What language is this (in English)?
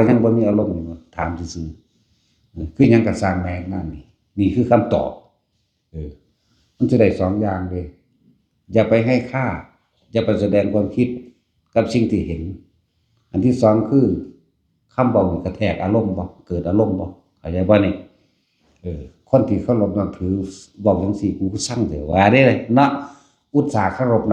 Northeastern Thai